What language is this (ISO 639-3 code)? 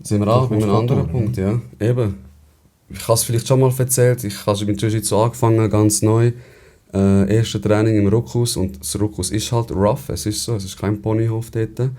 gsw